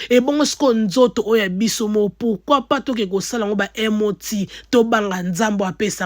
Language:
Lingala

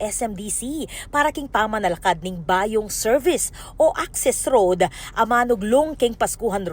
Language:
Pampanga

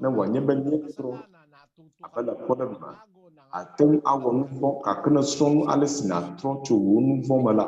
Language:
Ewe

